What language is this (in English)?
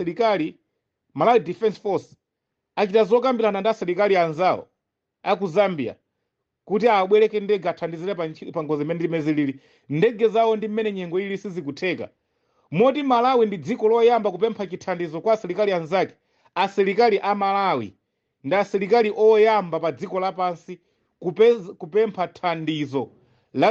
Nyanja